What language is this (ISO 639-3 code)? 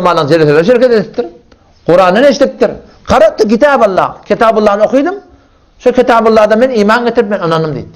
tuk